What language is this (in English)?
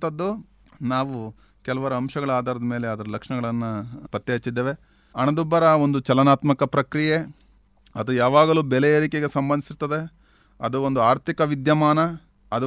Kannada